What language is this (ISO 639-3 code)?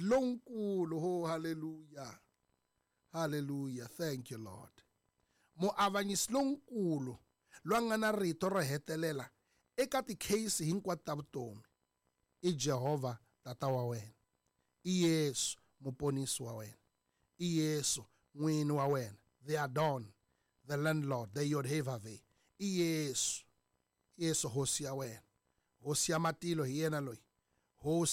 tso